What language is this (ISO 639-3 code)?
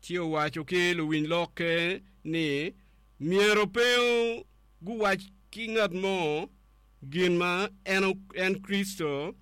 ach